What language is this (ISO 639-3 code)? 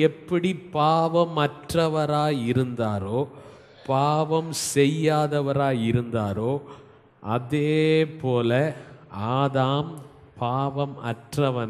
tam